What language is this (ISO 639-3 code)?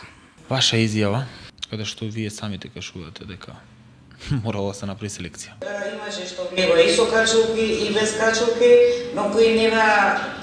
mkd